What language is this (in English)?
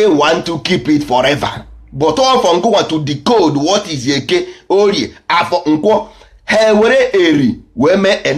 Igbo